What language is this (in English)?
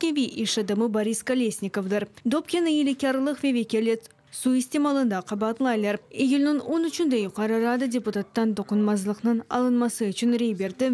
Crimean Tatar